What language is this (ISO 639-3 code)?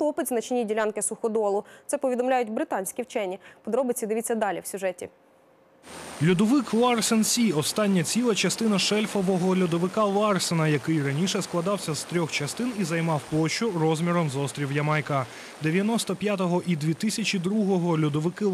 ukr